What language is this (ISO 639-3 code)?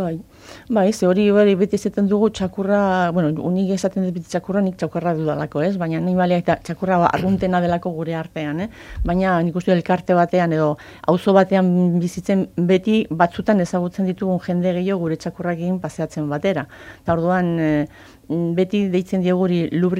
eus